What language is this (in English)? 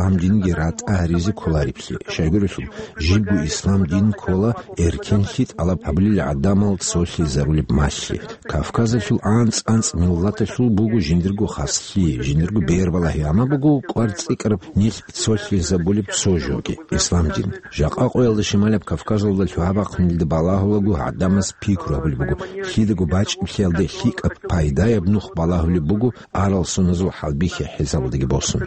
Avaric